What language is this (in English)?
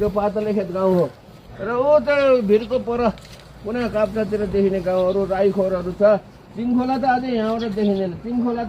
Nepali